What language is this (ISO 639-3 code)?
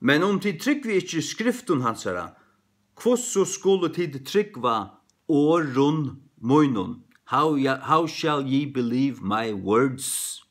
fao